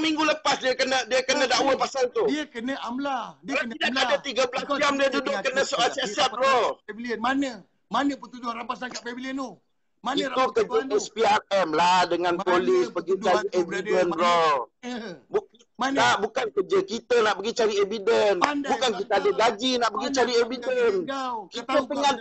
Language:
Malay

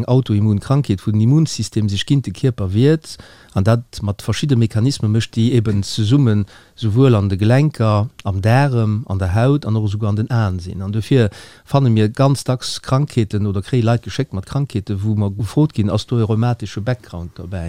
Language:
Luxembourgish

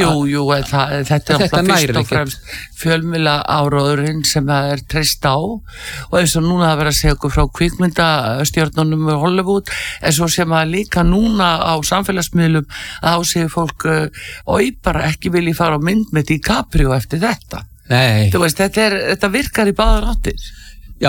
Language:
Icelandic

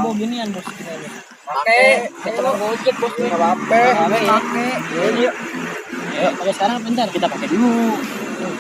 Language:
Betawi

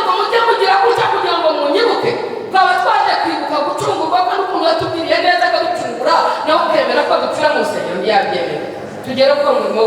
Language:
Kinyarwanda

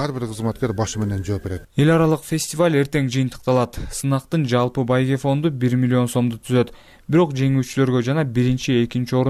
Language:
Kyrgyz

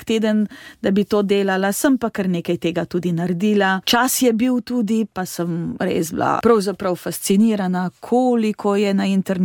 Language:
Slovenian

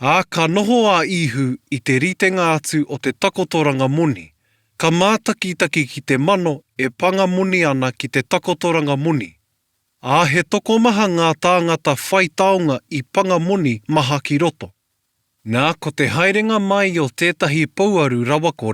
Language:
Māori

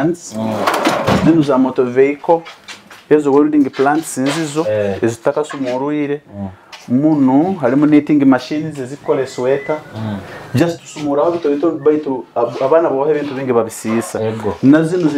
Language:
Nyoro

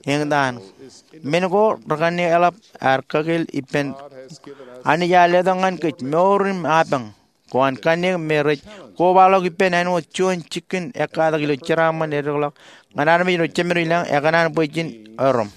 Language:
Marshallese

